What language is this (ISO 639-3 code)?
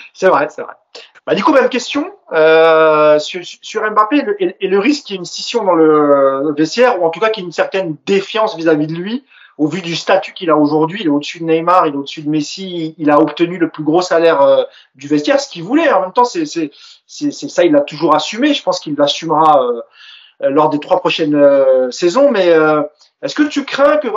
fra